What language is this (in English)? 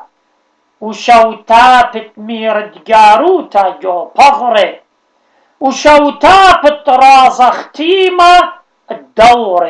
Assyrian Neo-Aramaic